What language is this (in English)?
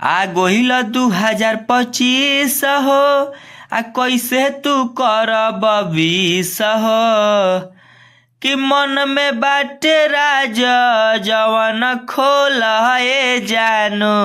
Bhojpuri